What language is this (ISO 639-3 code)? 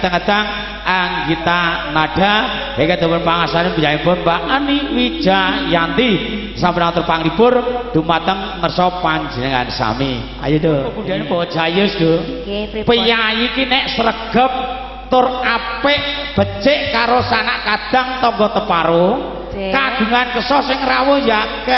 jav